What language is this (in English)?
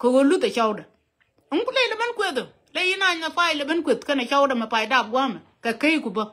Nuer